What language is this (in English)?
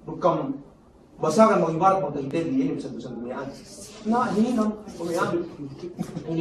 Yakan